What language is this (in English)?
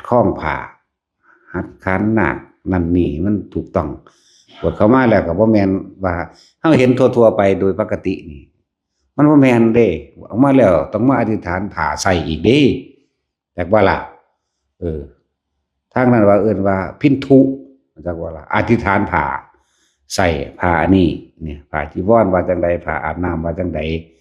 Lao